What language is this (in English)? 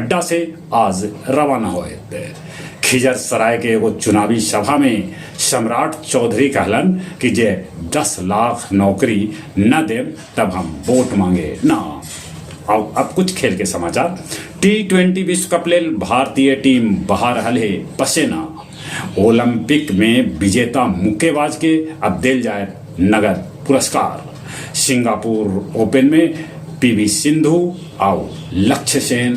Magahi